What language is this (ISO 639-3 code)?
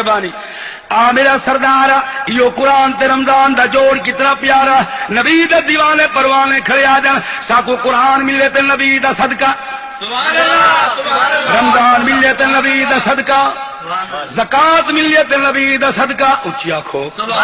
skr